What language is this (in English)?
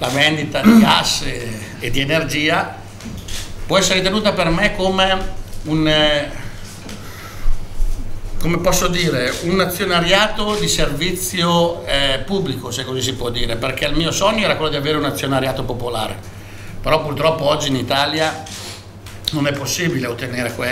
Italian